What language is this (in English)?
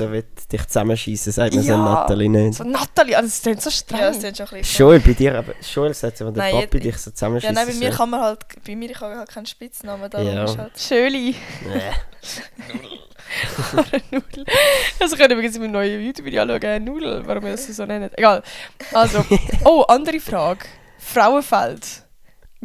Swiss German